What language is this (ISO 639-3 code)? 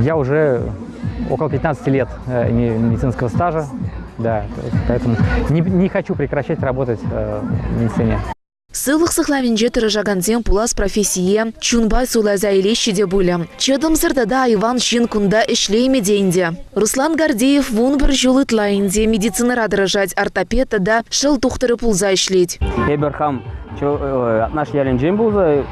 chv